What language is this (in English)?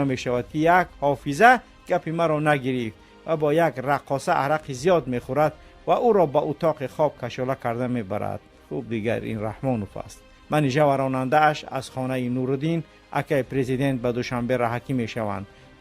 Tajik